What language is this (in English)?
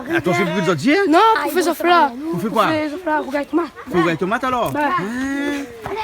Réunion Creole French